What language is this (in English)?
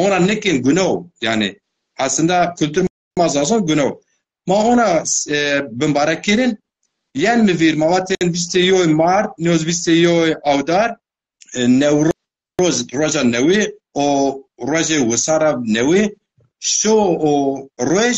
Zaza